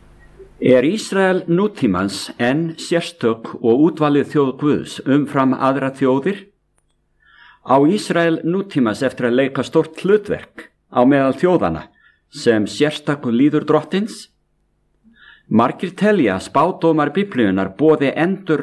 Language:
Icelandic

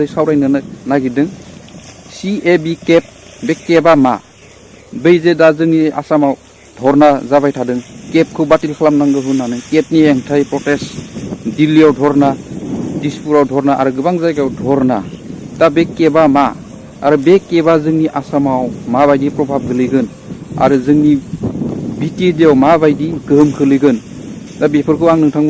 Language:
Bodo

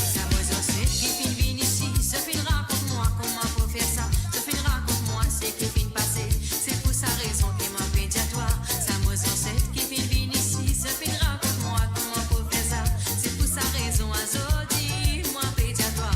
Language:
Morisyen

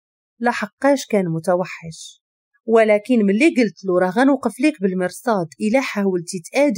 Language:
Moroccan Arabic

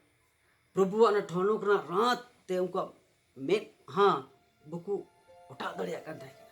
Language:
Santali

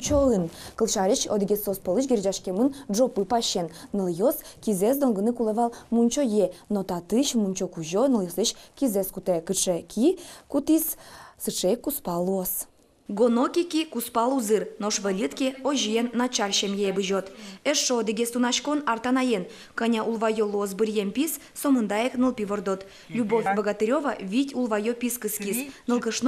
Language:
Udmurt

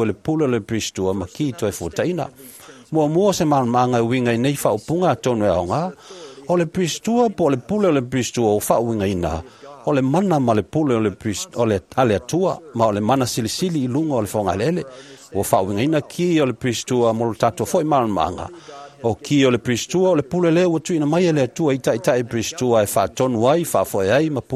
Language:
Samoan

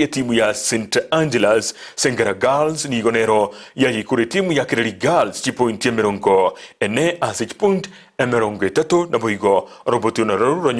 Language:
Gusii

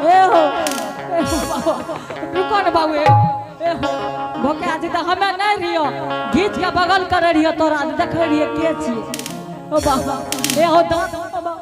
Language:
Angika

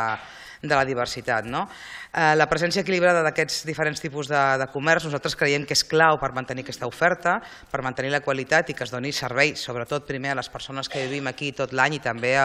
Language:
Catalan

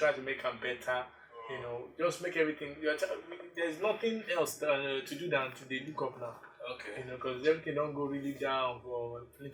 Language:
Nigerian Pidgin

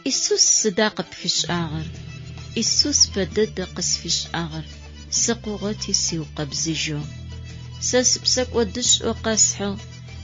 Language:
Adyghe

